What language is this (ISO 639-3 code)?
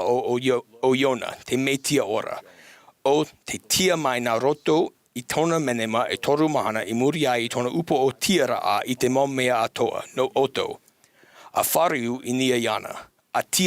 tah